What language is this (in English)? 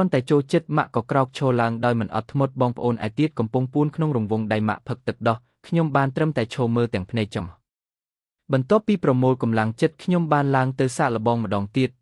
Khmer